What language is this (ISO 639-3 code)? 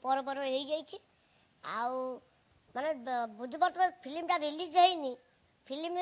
ori